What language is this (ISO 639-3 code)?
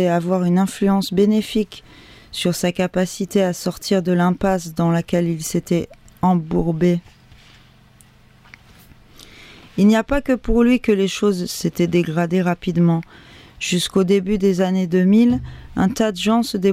fra